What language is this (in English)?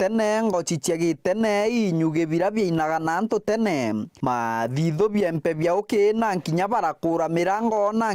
Meru